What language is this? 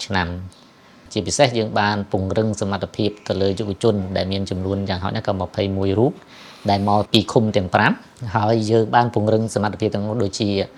Khmer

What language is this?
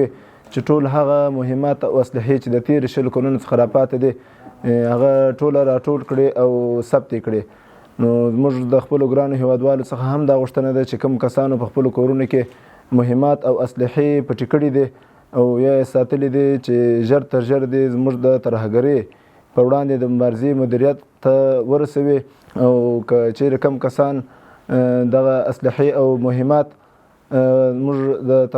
Pashto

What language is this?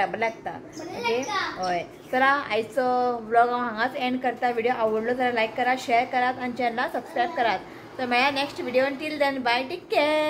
Konkani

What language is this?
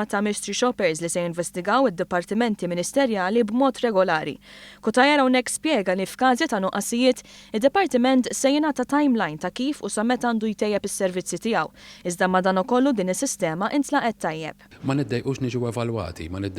Maltese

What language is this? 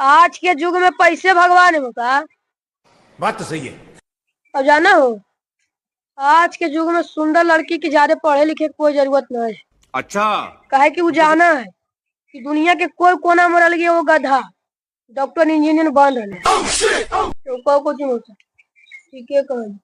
Magahi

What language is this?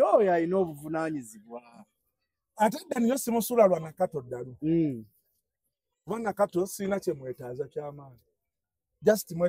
Ganda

